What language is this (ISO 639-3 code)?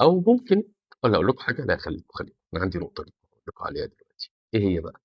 arz